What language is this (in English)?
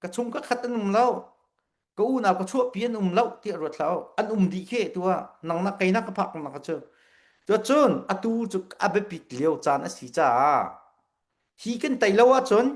Hakha Chin